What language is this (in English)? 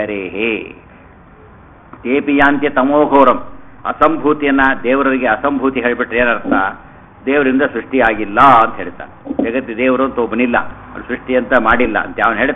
Kannada